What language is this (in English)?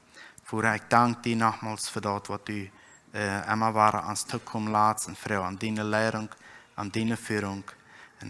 Plautdietsch